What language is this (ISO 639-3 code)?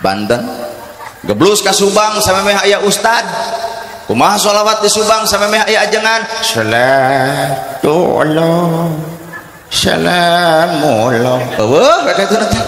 sun